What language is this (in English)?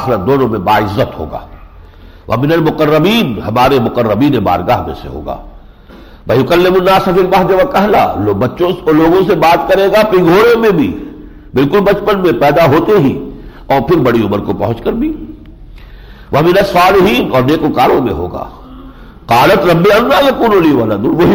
Urdu